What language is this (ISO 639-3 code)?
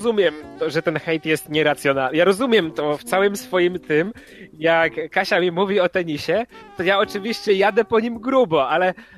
pol